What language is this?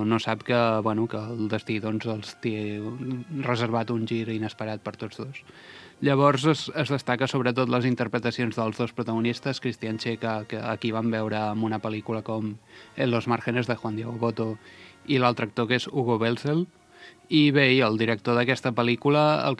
Catalan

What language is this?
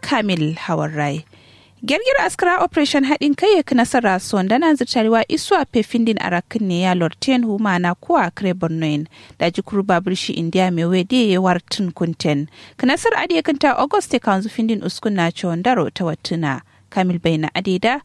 Kanuri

